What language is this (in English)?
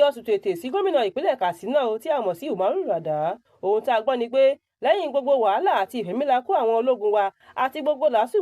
Yoruba